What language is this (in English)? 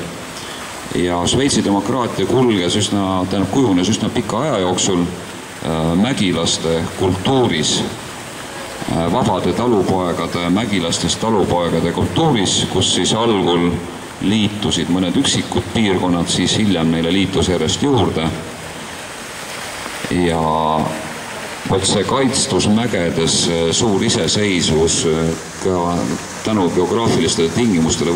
Estonian